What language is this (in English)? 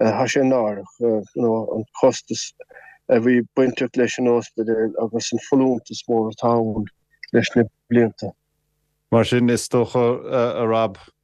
Irish